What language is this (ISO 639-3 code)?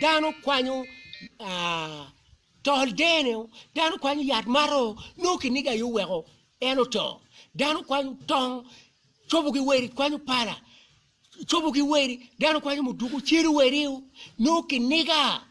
ach